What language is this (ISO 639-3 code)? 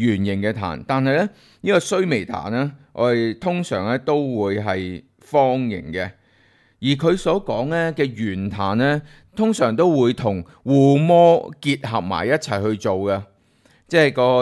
yue